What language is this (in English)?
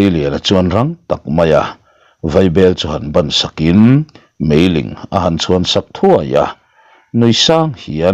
Mizo